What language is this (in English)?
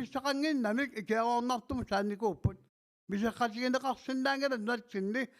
Kalaallisut